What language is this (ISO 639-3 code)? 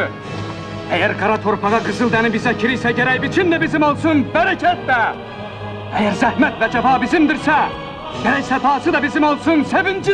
azb